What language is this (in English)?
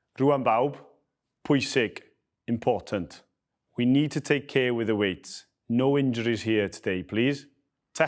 Welsh